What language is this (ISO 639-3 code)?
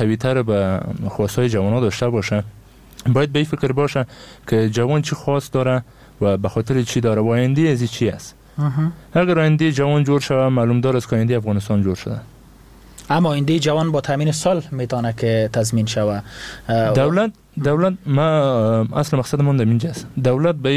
fas